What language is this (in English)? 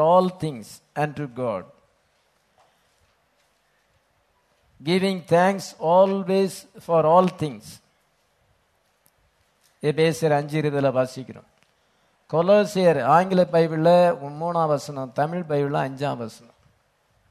Tamil